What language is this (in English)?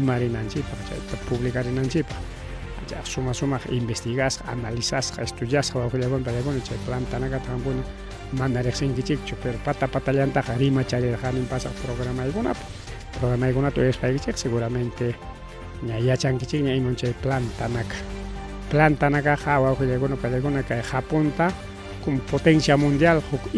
Ayacucho Quechua